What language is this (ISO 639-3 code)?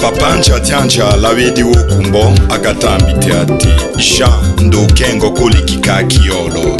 tll